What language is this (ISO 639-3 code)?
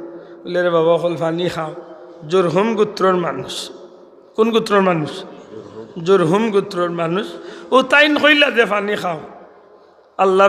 syl